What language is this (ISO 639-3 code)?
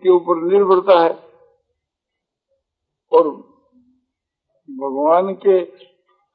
hin